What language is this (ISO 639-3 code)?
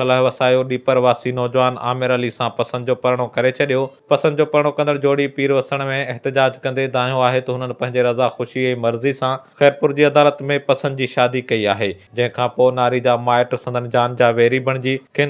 snd